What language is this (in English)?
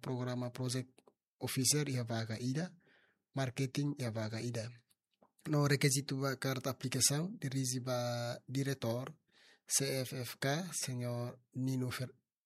Tetum